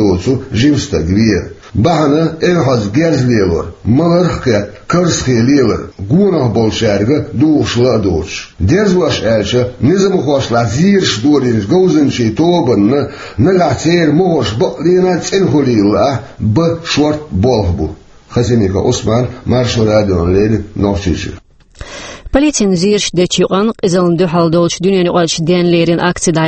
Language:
Chechen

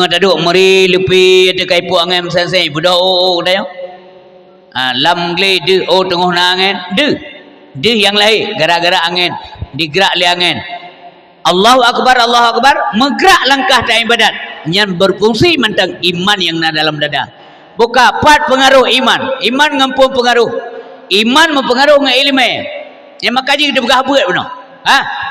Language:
Achinese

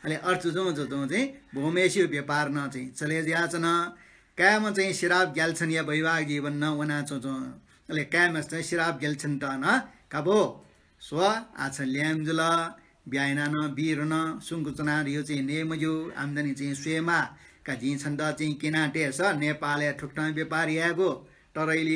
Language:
Newari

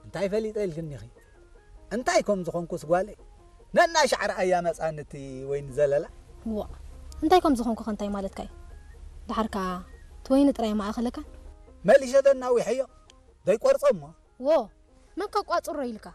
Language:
Tigrinya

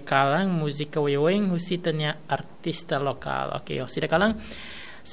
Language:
Tetum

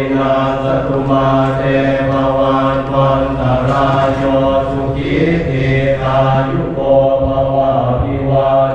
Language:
Pali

